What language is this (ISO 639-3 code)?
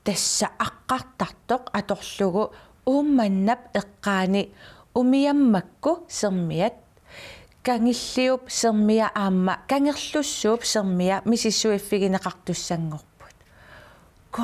kal